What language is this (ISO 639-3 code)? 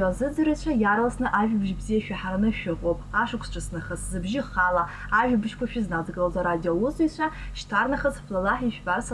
abk